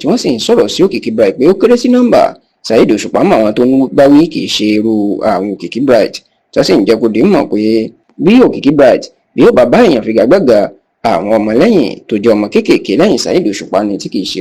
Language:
Yoruba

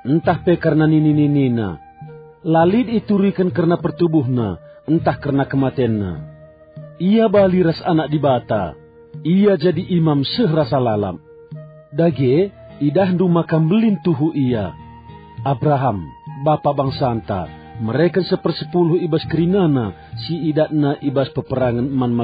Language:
Batak Karo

